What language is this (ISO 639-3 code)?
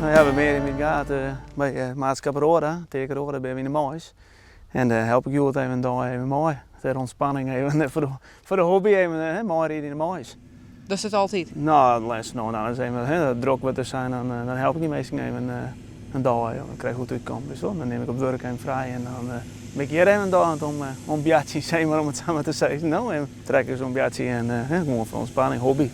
fry